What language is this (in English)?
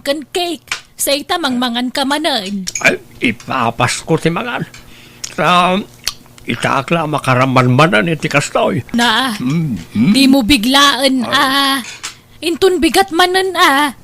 Iloko